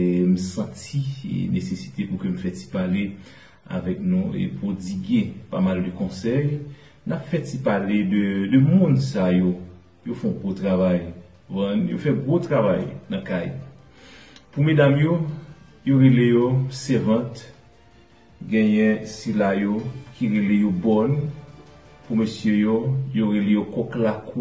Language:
Haitian Creole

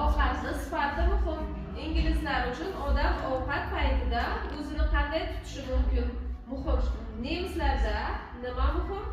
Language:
Uzbek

